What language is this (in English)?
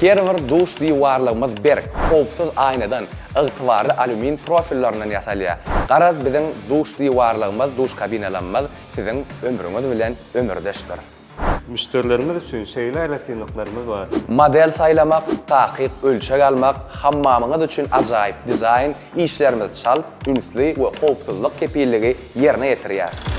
Turkmen